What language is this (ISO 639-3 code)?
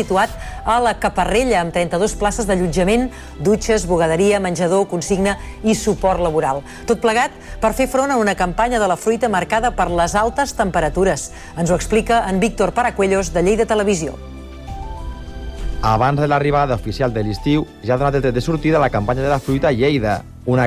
cat